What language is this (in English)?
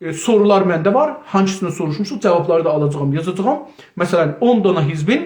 South Azerbaijani